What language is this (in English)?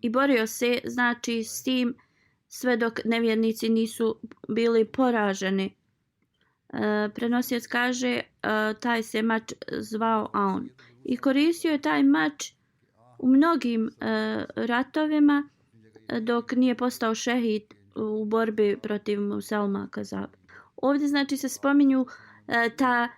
Bosnian